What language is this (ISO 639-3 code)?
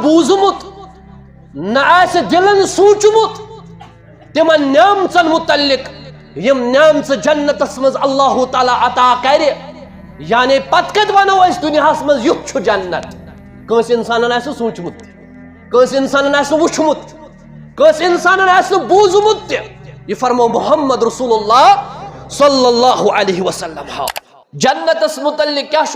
kas